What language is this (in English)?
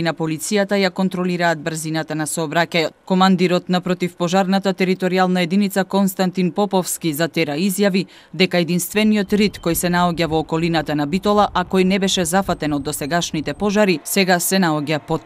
Macedonian